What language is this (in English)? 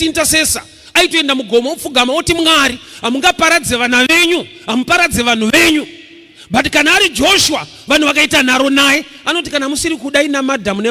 Shona